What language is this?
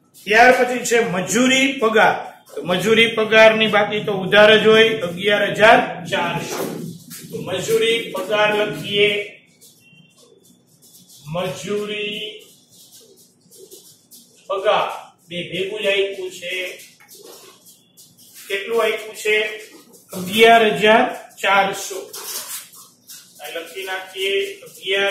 Gujarati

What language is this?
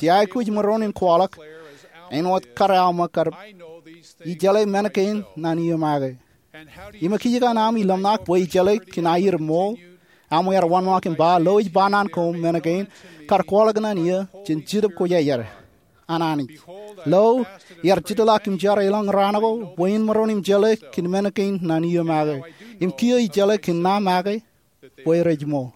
Marshallese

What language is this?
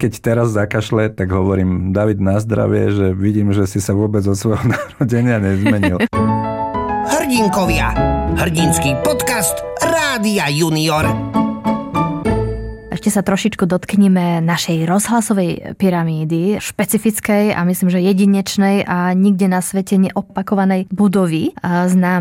Slovak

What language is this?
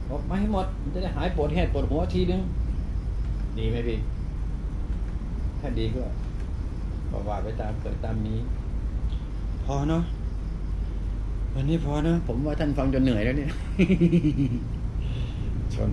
Thai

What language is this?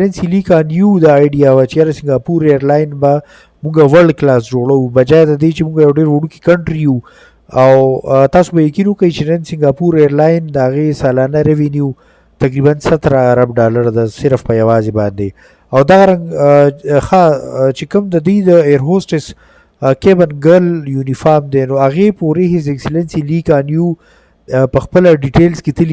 Pashto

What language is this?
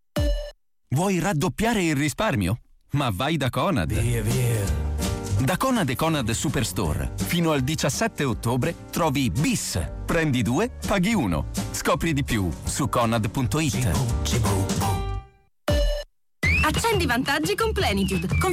Italian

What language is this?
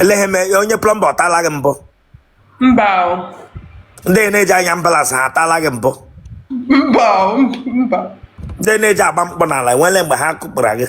Igbo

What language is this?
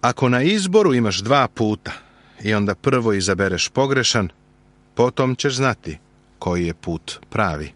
Serbian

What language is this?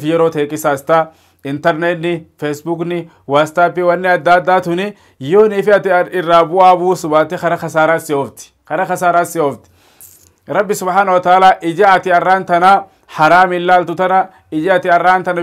Oromo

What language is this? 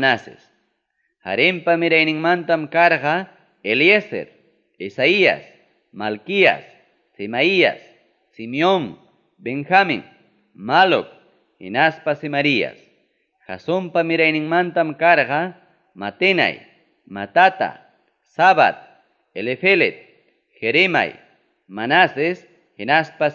Ayacucho Quechua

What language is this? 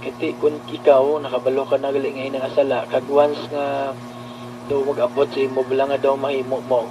Hiligaynon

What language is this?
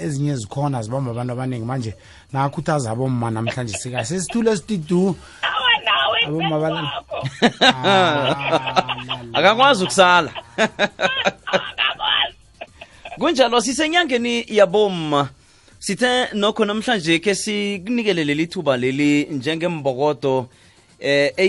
South Ndebele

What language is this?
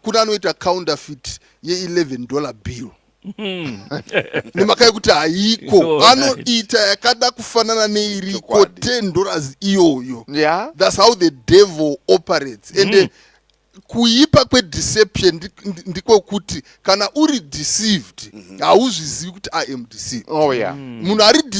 Shona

